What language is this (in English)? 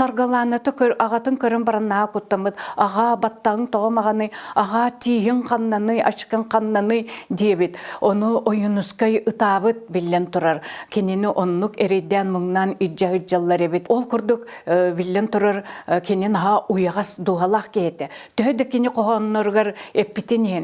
Yakut